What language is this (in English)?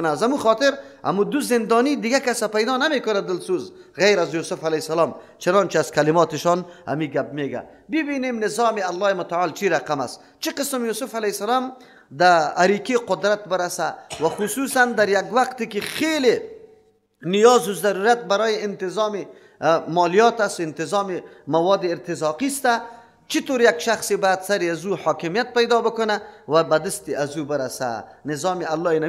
Persian